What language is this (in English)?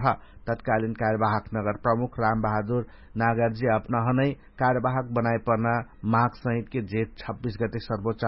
Dangaura Tharu